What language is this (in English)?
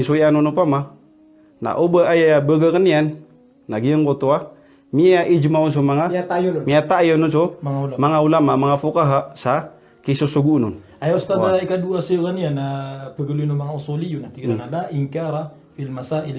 Maranao